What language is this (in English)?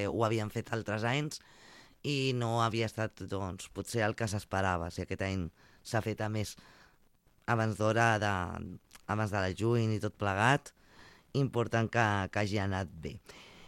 Catalan